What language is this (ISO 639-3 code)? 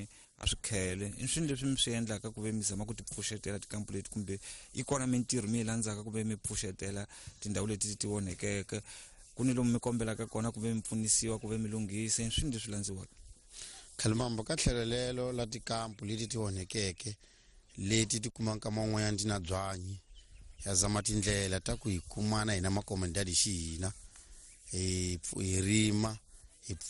tso